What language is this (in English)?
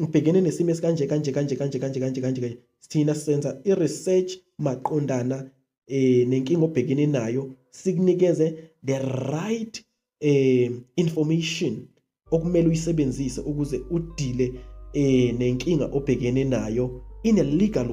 Zulu